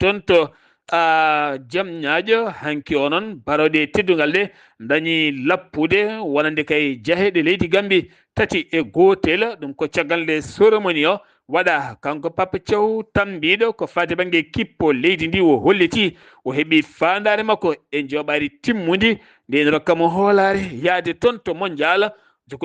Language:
Fula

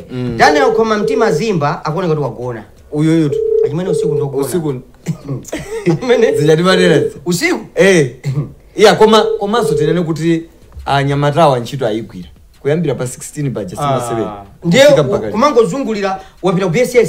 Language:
Nyanja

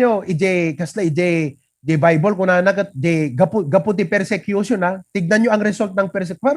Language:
Iloko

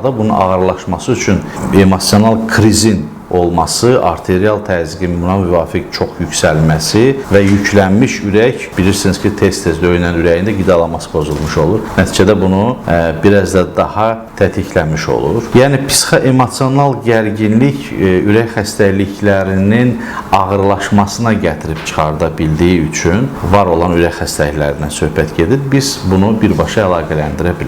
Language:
Azerbaijani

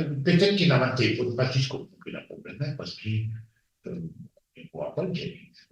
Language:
Morisyen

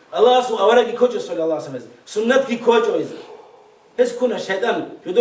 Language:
Avaric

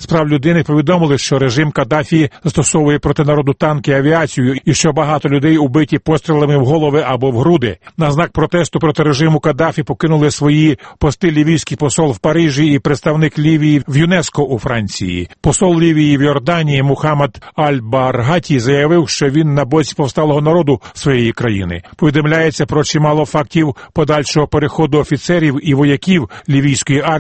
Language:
Ukrainian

